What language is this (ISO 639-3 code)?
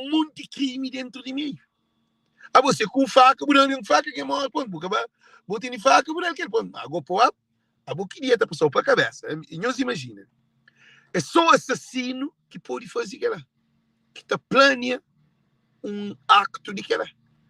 kea